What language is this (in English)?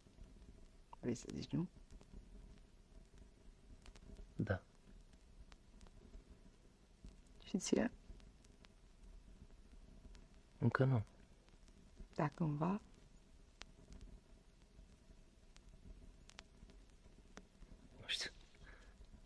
Romanian